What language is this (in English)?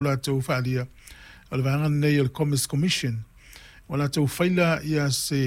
Samoan